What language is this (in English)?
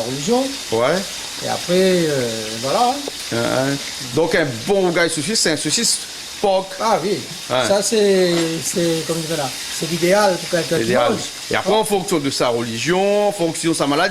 Réunion Creole French